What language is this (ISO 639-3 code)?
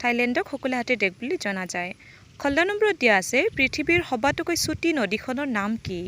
asm